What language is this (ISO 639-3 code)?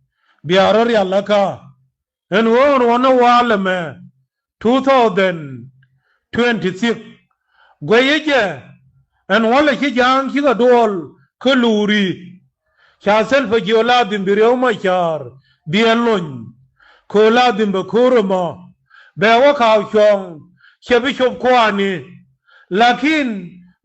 nus